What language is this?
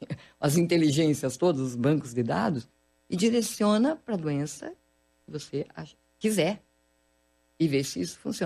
Portuguese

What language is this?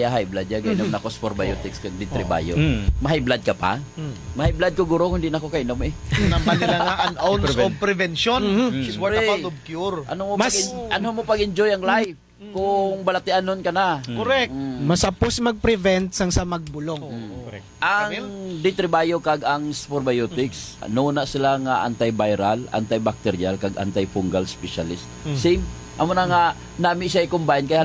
Hiligaynon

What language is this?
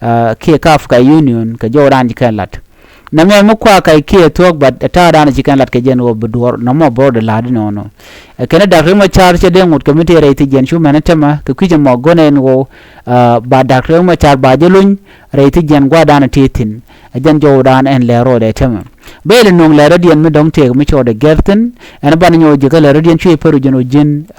Nuer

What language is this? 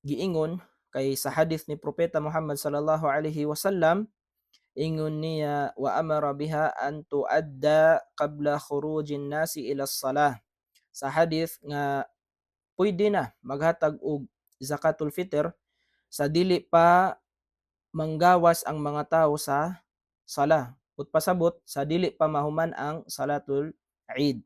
Cebuano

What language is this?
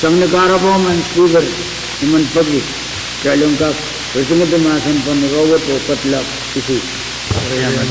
Pohnpeian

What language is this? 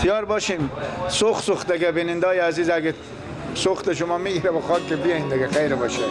Persian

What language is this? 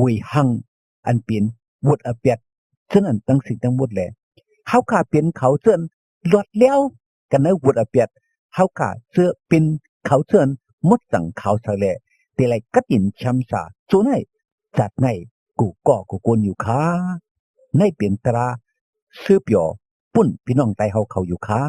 Shan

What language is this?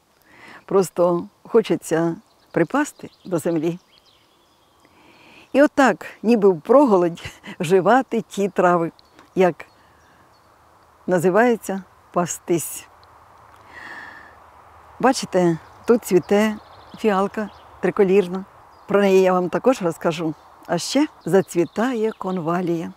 Ukrainian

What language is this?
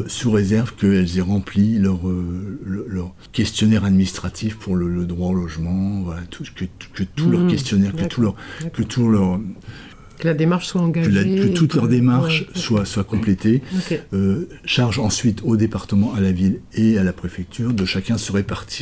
French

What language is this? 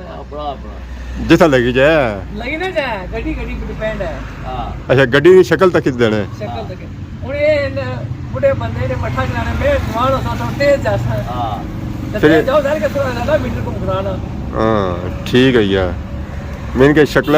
Pahari-Potwari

